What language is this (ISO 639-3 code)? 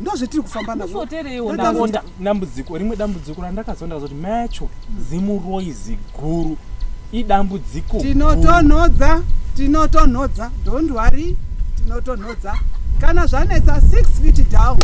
sna